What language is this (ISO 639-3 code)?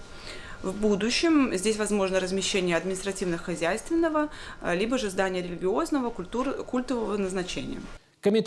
bel